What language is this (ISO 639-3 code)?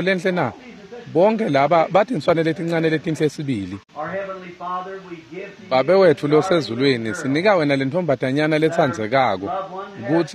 ssw